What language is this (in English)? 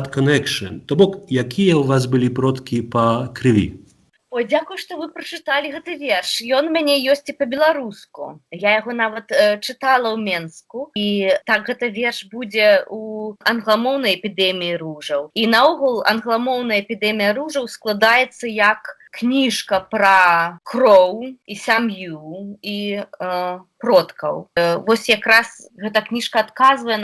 Belarusian